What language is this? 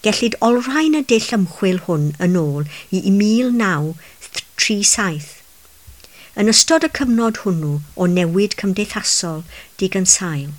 Welsh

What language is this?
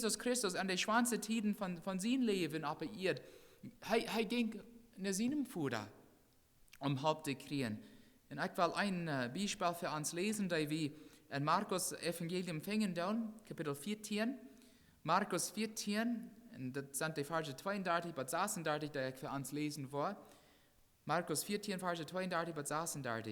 Plautdietsch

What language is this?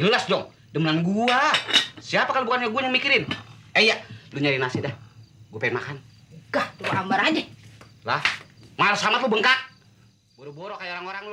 Betawi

